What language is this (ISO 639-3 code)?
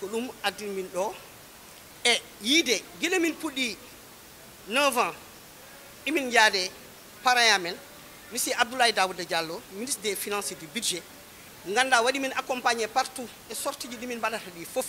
ful